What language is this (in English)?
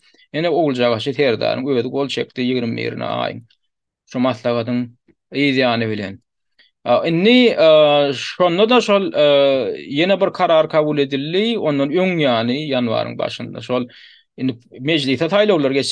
Turkmen